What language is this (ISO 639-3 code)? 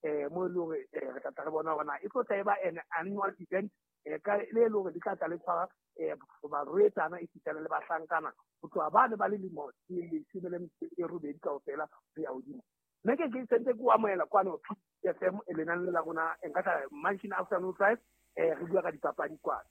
sot